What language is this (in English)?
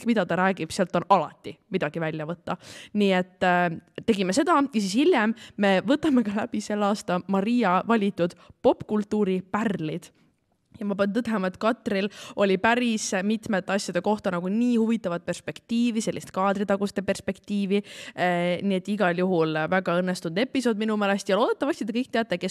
Estonian